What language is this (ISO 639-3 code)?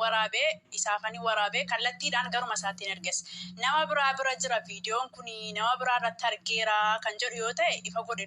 orm